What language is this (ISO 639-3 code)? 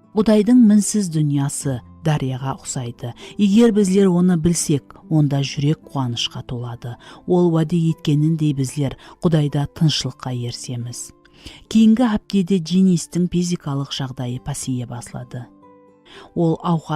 kaa